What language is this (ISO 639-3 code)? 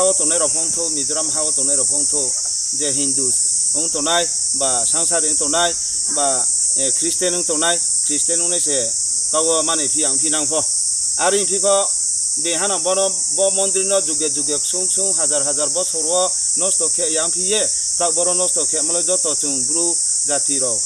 ria